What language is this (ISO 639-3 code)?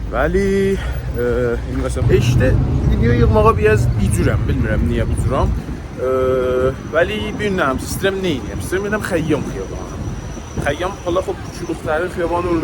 azb